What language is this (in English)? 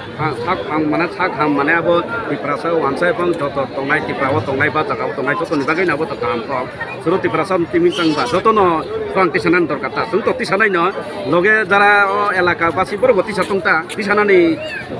Kok Borok